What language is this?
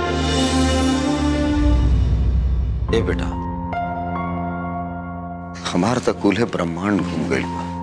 Bhojpuri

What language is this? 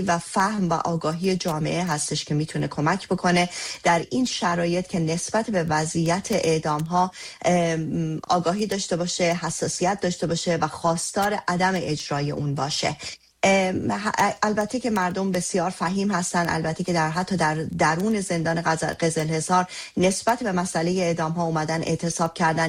Persian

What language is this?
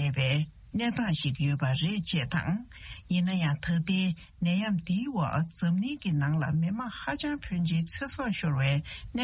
Tibetan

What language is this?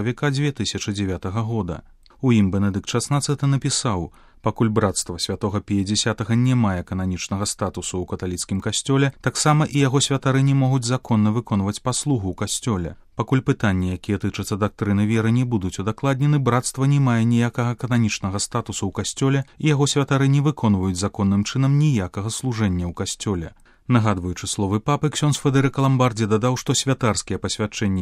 Belarusian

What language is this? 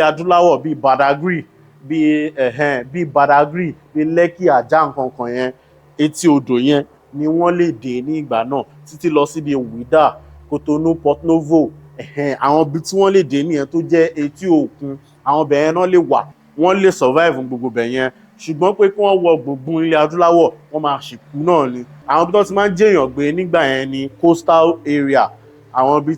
Yoruba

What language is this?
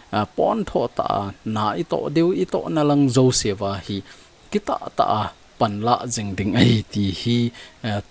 Thado Chin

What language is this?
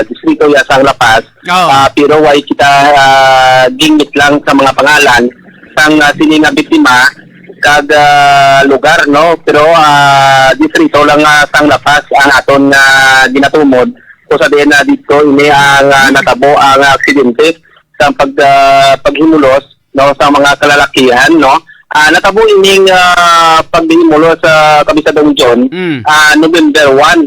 Hiligaynon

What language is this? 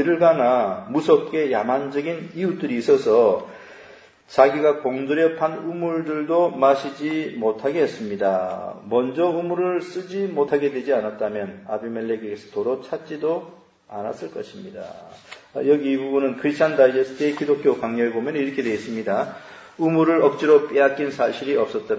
Korean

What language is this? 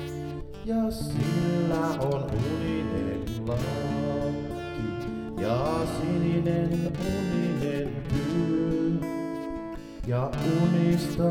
Finnish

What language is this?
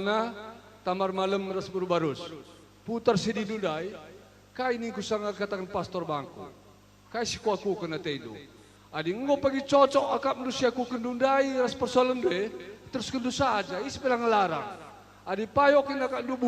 Batak Karo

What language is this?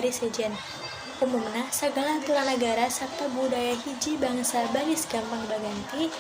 Sundanese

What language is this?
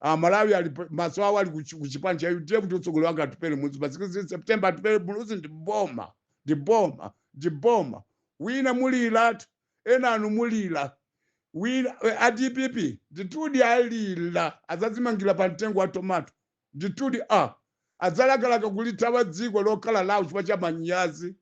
Nyanja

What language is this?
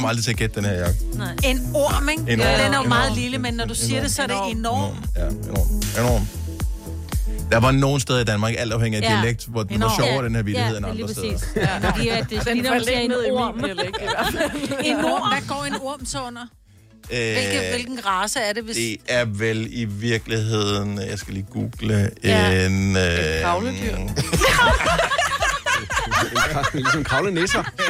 Danish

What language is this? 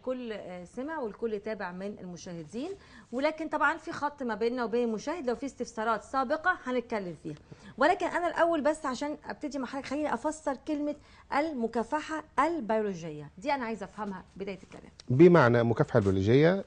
Egyptian Arabic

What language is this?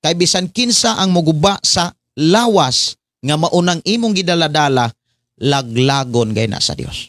Cebuano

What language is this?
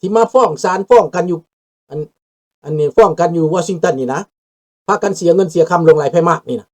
Lao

